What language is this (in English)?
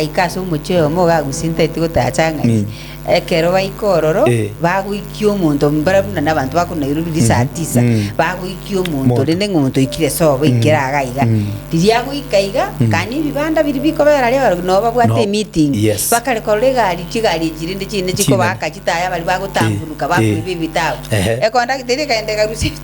Gusii